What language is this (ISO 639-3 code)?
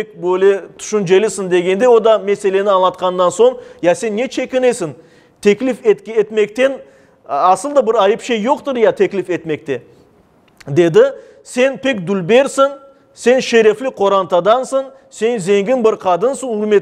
crh